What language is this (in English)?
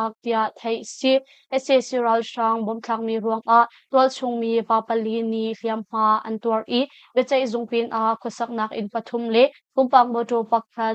Hakha Chin